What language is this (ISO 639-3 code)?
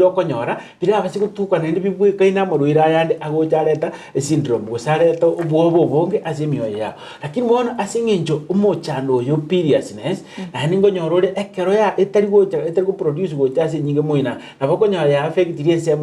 guz